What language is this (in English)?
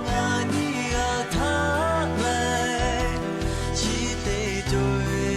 Lahu